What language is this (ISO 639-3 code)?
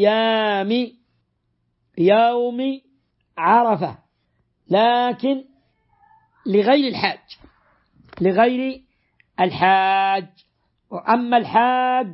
ara